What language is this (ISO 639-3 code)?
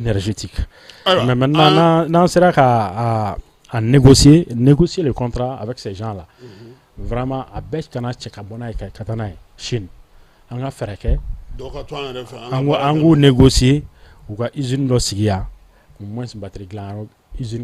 bam